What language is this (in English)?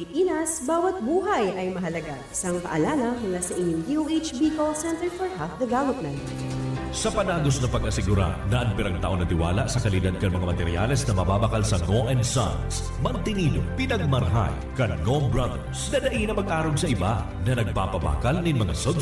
Bikol